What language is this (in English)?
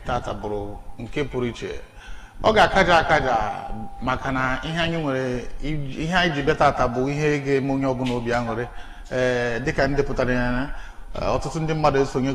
Igbo